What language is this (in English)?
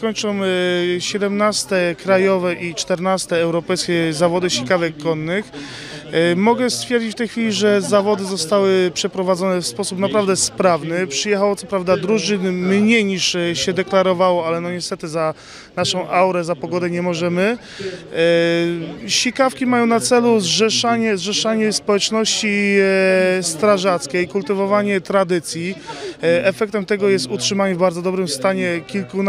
Polish